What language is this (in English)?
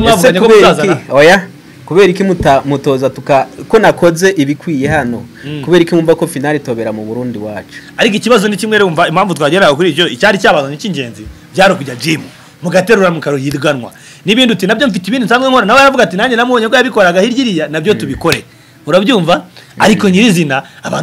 Kinyarwanda